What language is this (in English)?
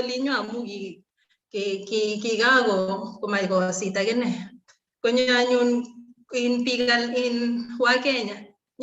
Kalenjin